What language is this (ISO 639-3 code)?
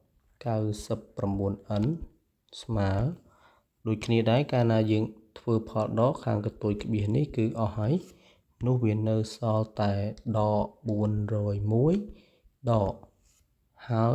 khm